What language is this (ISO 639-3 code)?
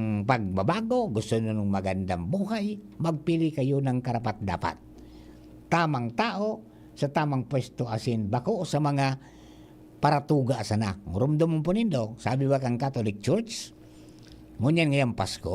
bik